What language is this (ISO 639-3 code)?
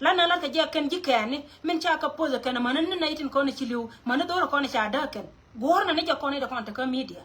nus